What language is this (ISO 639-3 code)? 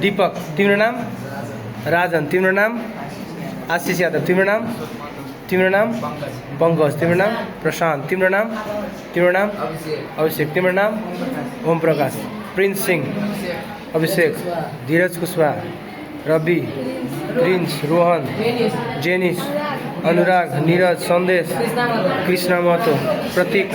nep